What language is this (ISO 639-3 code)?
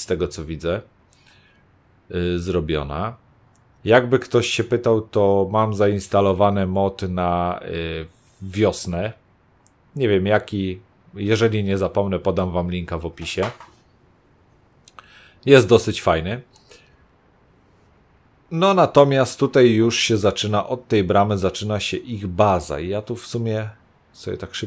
pol